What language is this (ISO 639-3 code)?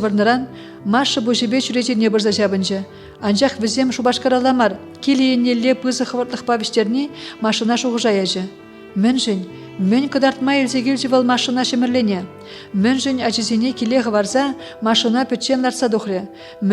chv